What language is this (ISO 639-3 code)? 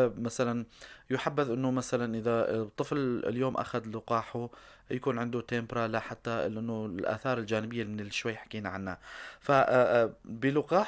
apc